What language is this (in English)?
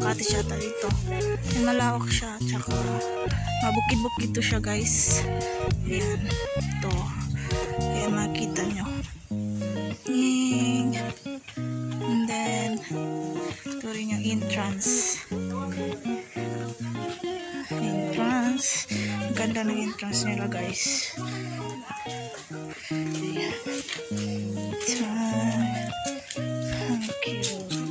Filipino